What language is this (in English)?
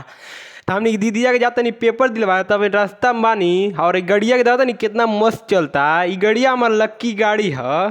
Bhojpuri